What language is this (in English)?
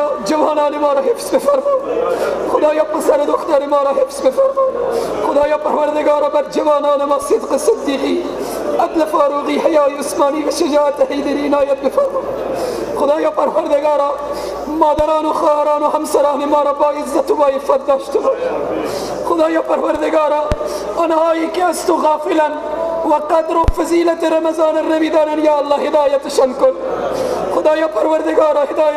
Persian